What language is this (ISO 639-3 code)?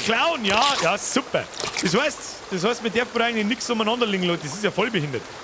bar